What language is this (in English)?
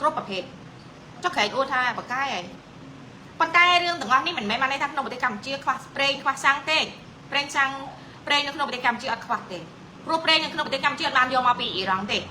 Khmer